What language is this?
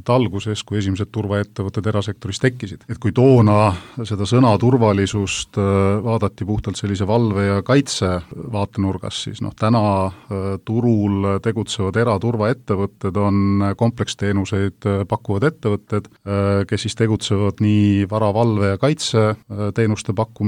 Estonian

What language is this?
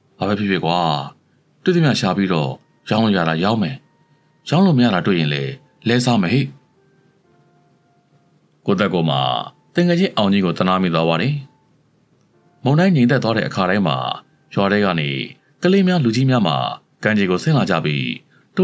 Burmese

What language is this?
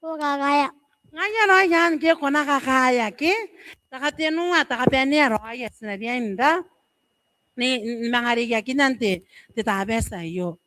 Gilbertese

